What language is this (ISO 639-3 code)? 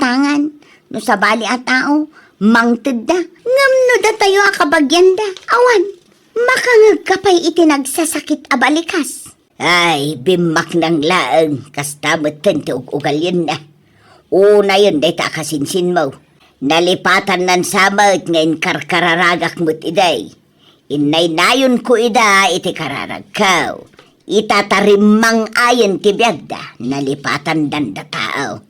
ilo